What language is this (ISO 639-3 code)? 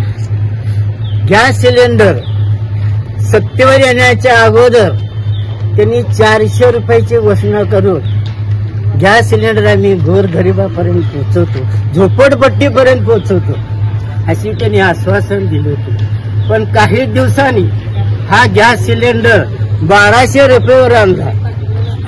mar